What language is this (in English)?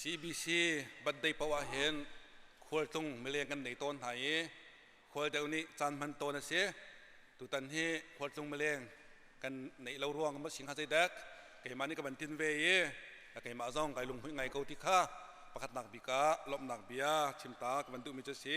Hakha Chin